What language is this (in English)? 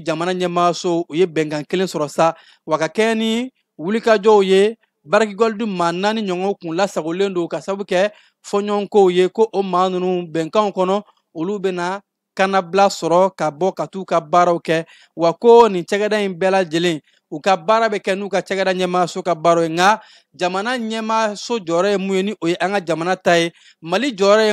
Bambara